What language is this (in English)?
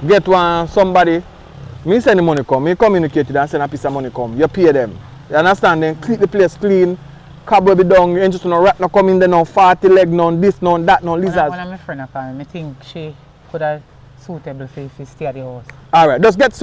Jamaican Creole English